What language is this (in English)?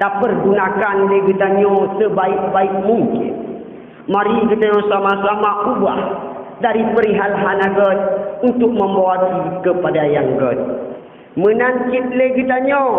Achinese